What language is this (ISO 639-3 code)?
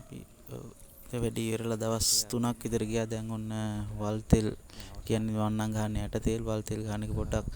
sin